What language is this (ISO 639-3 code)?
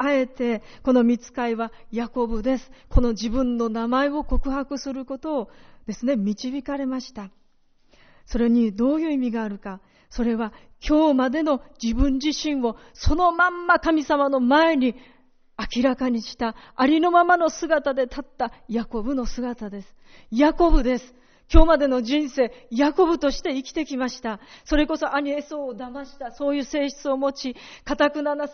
jpn